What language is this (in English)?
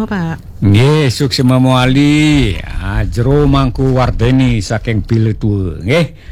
Balinese